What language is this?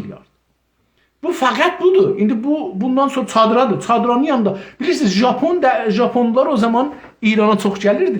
South Azerbaijani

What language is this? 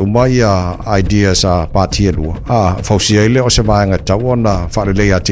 Samoan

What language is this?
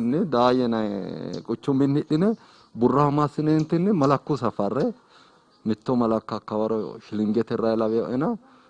Sidamo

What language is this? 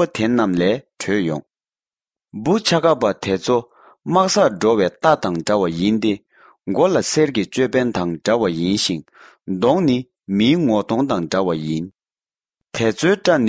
Tibetan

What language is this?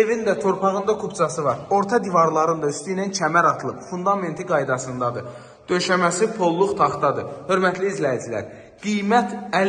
Azerbaijani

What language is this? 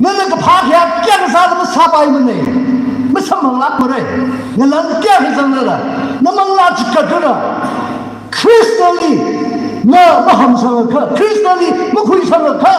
Tangkhul Naga (India)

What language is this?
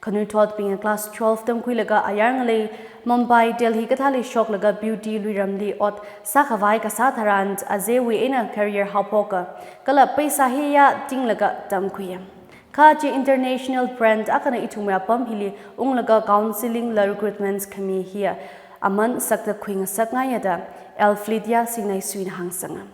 Tangkhul Naga (India)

